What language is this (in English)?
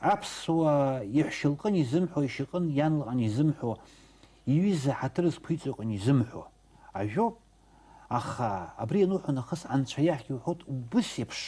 Abkhazian